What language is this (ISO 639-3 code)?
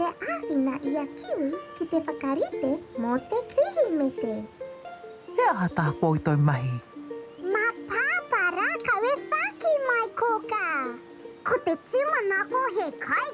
mri